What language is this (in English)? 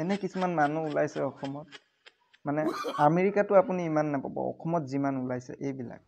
Assamese